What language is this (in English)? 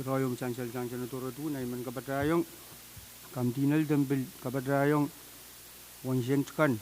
Pohnpeian